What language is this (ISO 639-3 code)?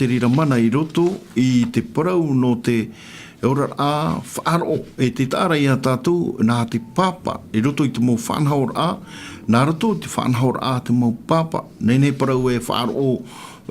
tah